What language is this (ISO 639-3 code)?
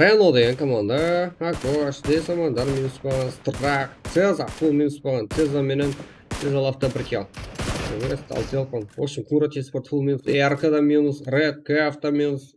kaa